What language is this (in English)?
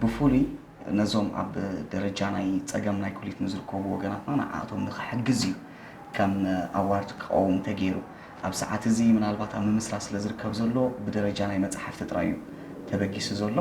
Tigrinya